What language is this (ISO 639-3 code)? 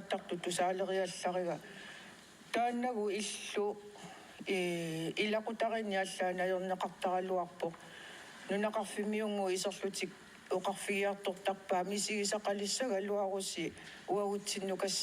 kal